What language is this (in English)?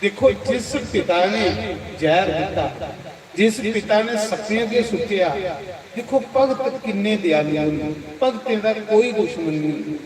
Dogri